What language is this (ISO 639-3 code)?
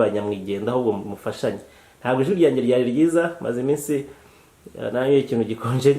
kin